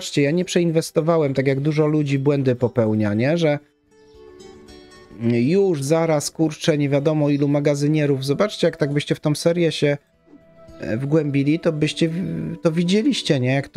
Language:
Polish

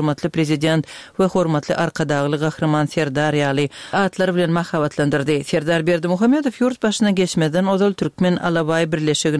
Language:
Turkmen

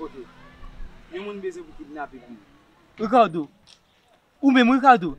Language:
Haitian Creole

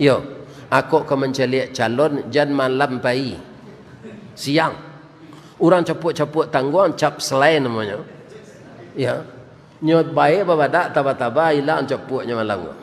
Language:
Minangkabau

